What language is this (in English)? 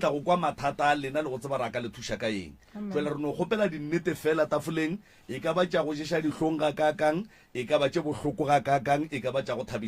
Northern Sotho